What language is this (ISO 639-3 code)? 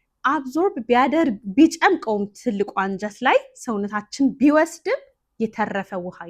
amh